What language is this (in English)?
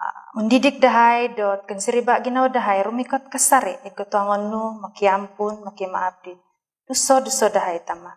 Central Dusun